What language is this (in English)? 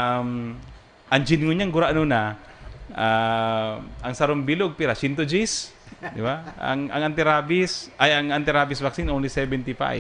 Bikol